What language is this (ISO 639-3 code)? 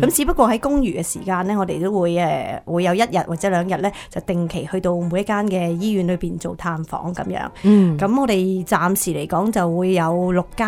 yue